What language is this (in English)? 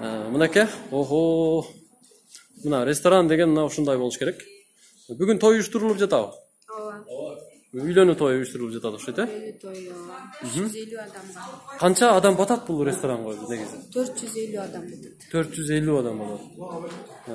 Kyrgyz